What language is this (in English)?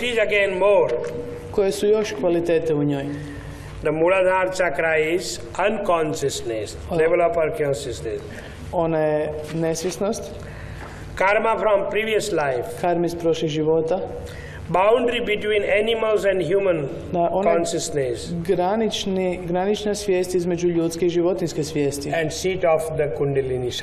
Croatian